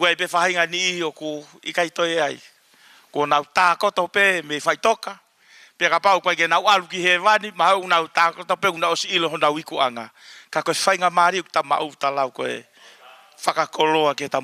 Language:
Tongan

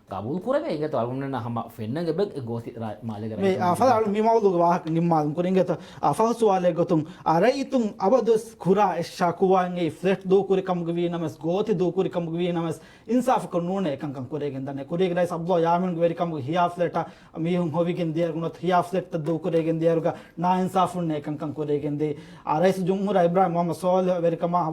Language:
Divehi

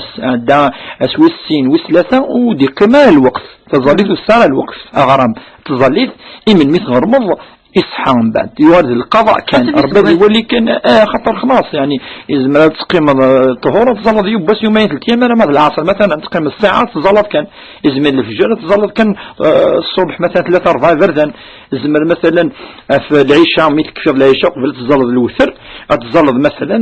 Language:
Kabyle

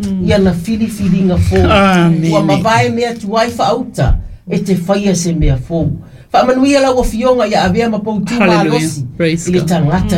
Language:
Samoan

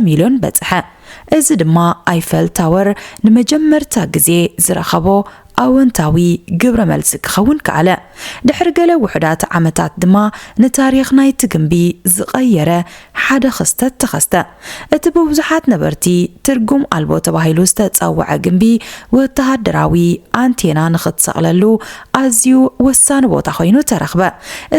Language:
Tigrinya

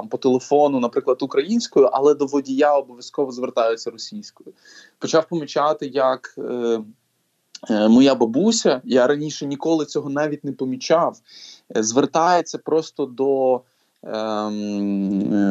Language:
Ukrainian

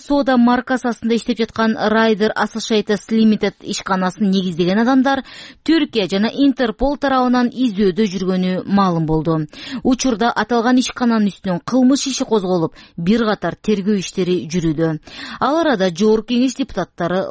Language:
Kyrgyz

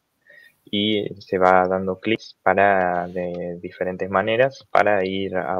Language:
Spanish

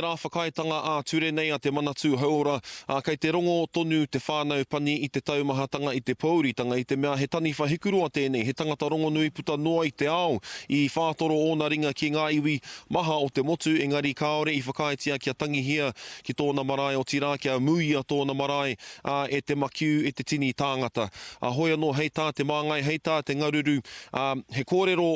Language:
Māori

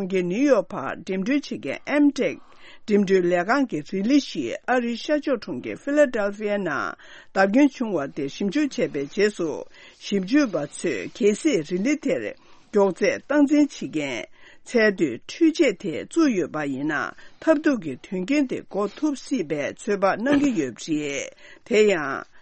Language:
Tibetan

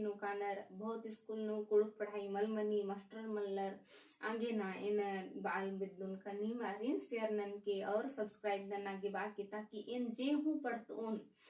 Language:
Kurukh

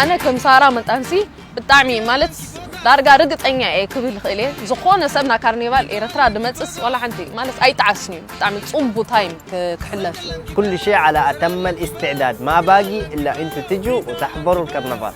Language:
Tigrinya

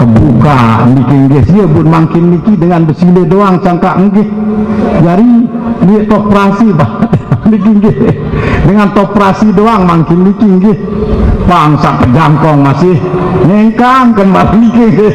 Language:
Sasak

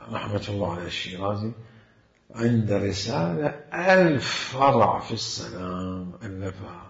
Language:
Mesopotamian Arabic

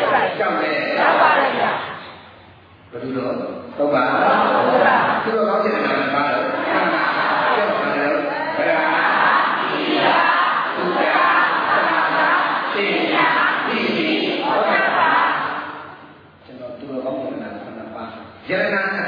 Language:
Burmese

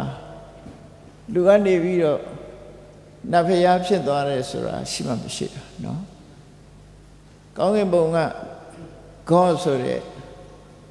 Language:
Burmese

